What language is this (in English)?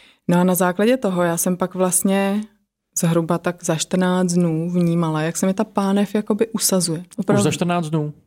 Czech